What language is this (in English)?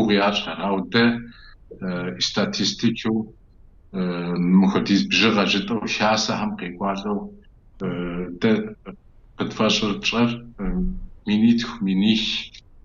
Kabardian